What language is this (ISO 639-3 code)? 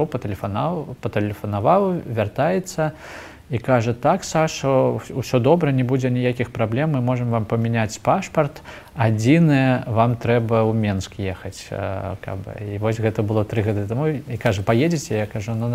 bel